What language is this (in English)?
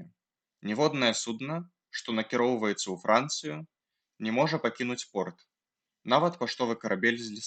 Belarusian